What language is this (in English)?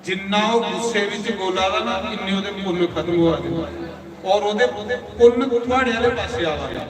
Dogri